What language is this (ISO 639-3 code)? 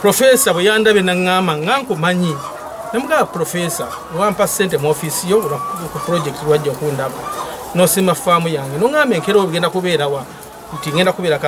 lug